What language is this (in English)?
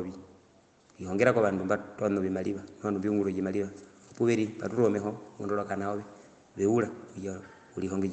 Herero